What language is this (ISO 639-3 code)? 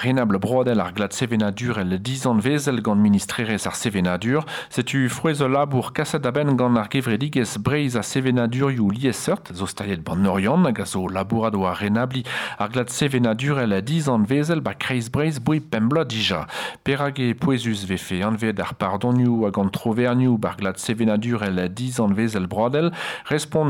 bre